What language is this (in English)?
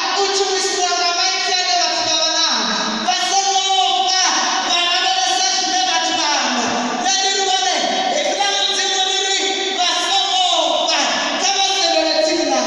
Venda